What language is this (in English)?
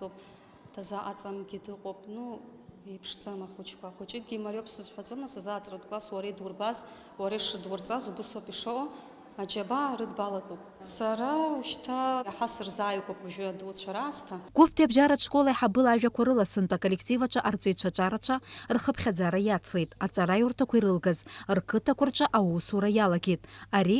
Abkhazian